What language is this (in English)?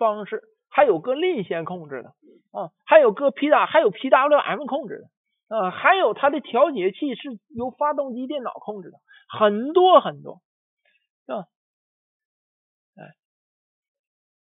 Chinese